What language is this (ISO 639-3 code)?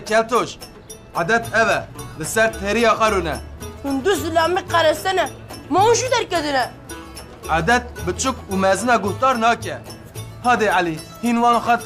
kur